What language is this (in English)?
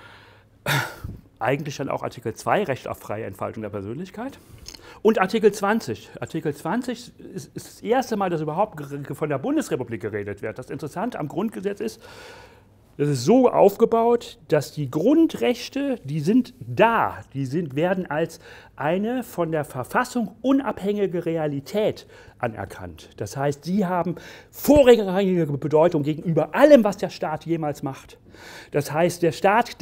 German